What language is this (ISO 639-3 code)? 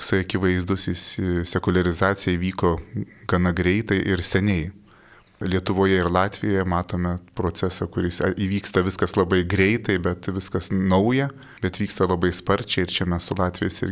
lit